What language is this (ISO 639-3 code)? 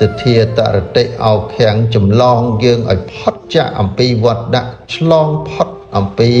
khm